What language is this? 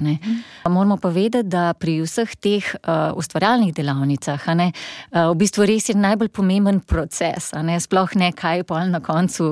Slovenian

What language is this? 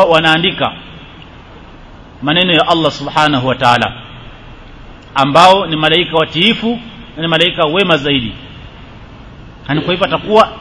Swahili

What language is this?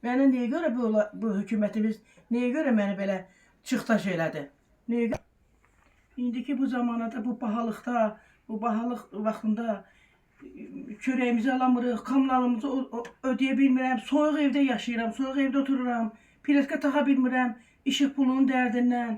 Azerbaijani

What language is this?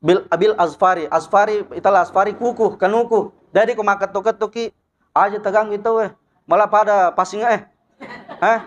Buginese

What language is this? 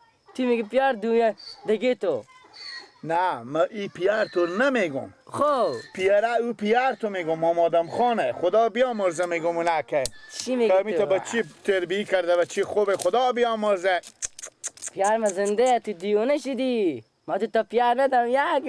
Persian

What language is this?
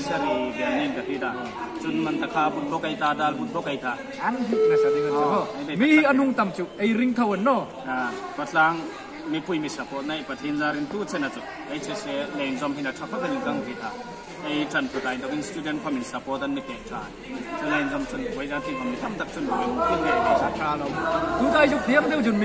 Hmar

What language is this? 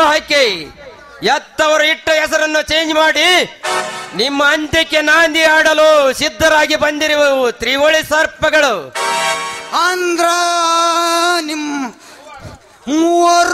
Kannada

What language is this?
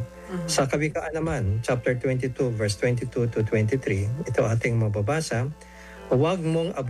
Filipino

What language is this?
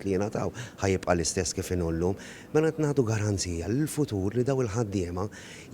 Maltese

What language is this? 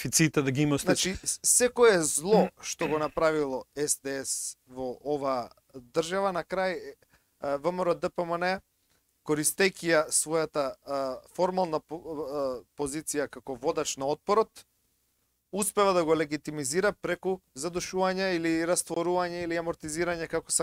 Macedonian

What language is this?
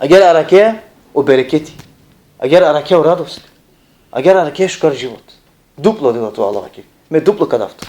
Balkan Romani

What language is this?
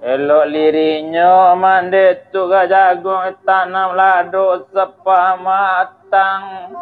Minangkabau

